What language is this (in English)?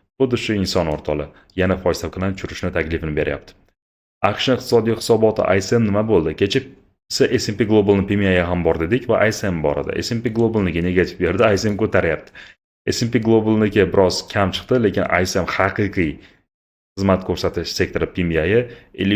Uzbek